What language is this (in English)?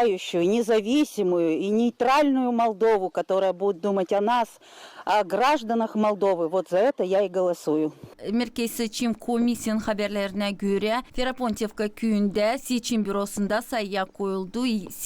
Gagauz